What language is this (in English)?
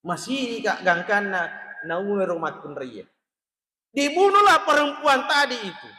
Buginese